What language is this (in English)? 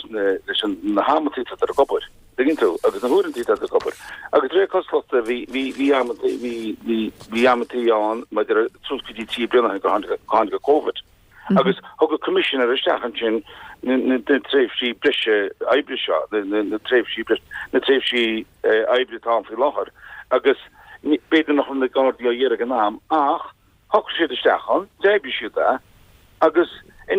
Irish